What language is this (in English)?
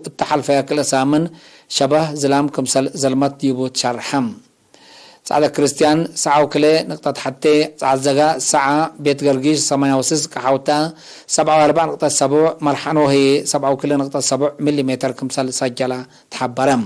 Tigre